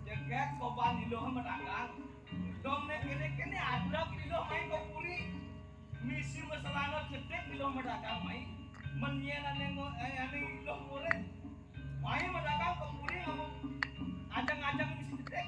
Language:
Balinese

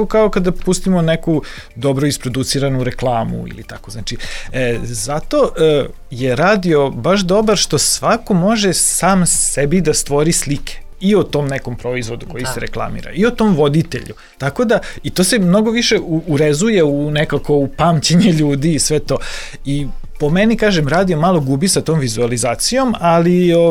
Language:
Serbian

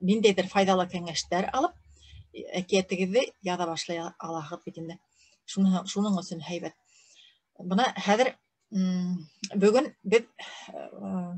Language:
Bashkir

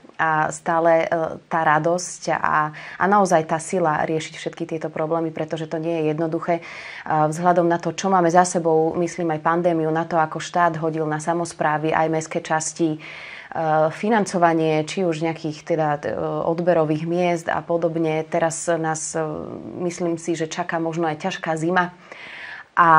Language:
Slovak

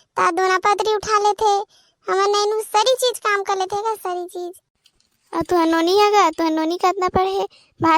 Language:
Chhattisgarhi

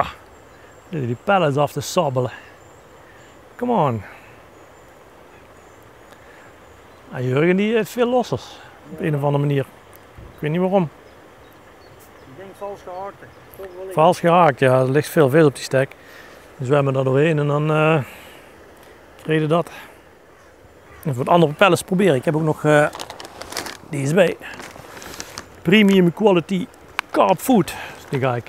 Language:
Dutch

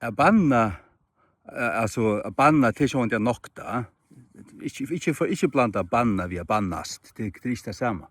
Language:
Faroese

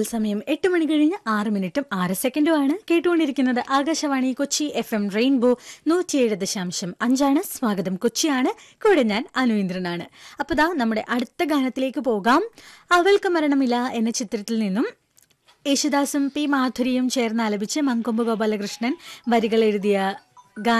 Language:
Malayalam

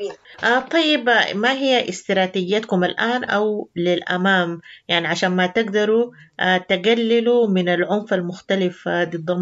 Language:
Sudanese Arabic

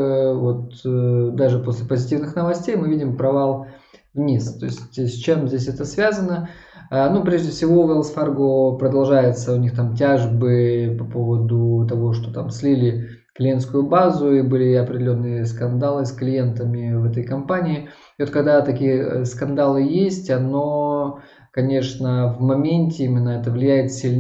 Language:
Russian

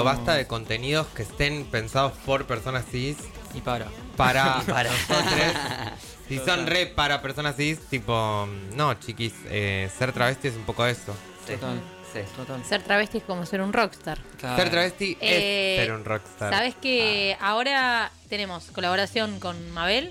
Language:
Spanish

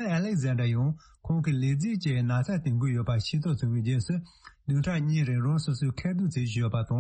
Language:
Tibetan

